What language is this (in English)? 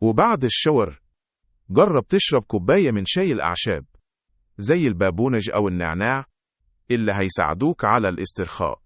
Egyptian Arabic